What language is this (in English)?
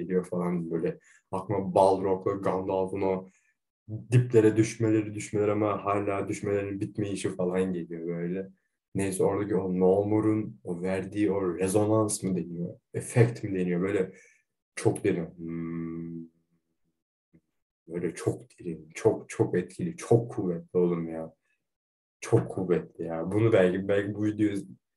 Turkish